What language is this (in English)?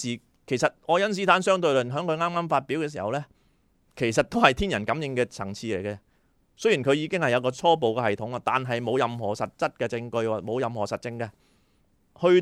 Cantonese